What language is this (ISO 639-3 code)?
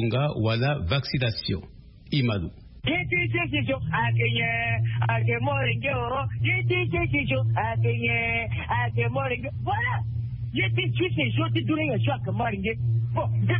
sag